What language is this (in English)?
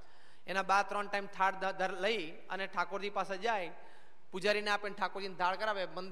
Gujarati